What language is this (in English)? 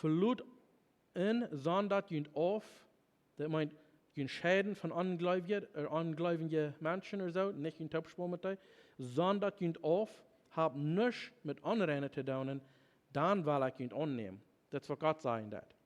Plautdietsch